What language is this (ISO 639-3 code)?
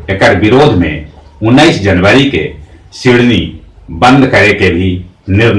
mag